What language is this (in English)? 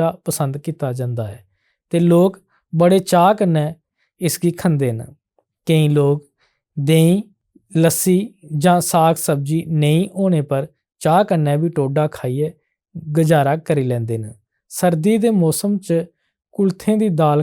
Dogri